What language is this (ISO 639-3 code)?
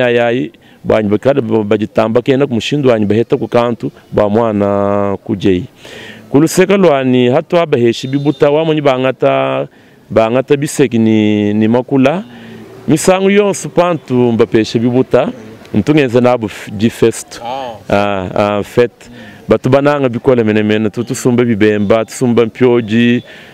lua